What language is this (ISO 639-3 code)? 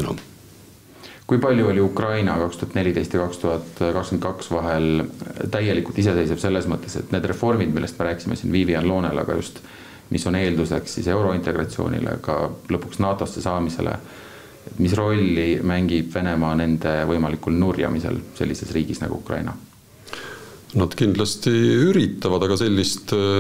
est